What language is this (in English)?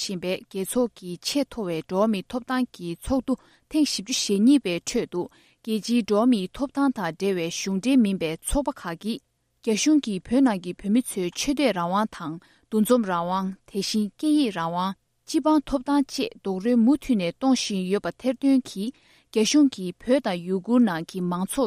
Tibetan